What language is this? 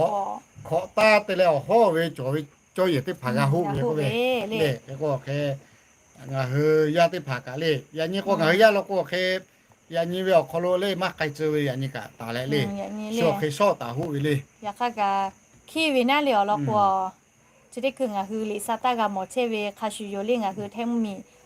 Lahu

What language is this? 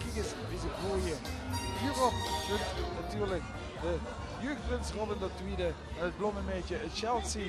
Limburgish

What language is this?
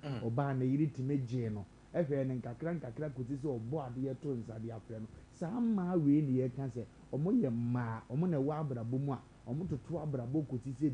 Akan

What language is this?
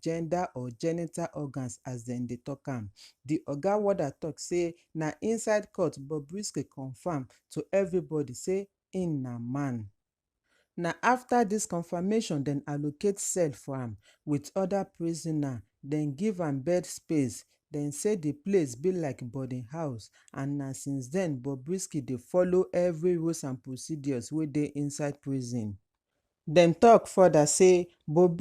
Nigerian Pidgin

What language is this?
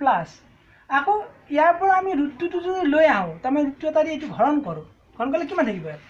Assamese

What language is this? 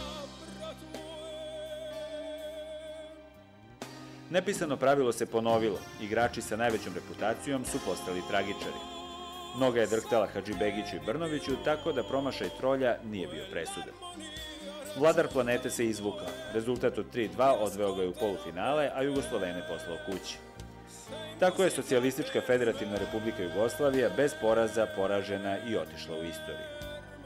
Serbian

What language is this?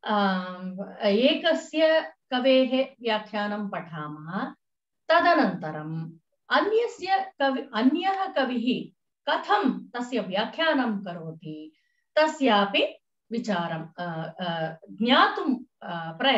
Sanskrit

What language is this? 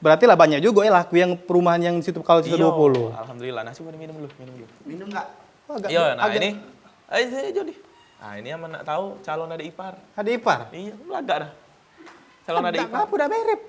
Musi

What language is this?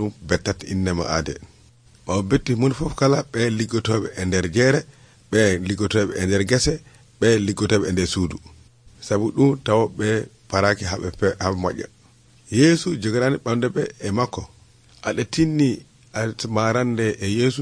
Nigerian Fulfulde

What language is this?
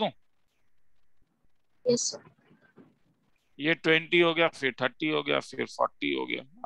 Hindi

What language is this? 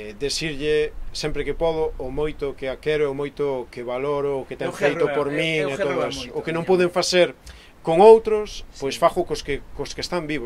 Galician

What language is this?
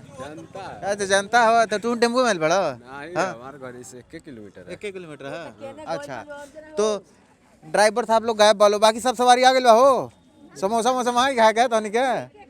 Bhojpuri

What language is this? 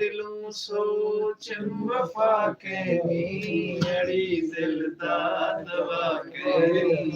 Saraiki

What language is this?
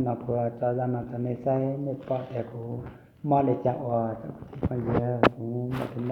Hmong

